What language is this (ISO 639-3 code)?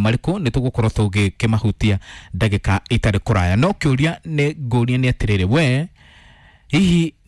kik